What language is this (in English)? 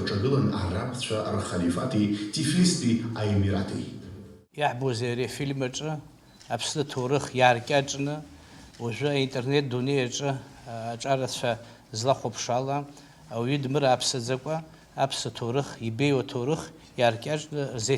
Abkhazian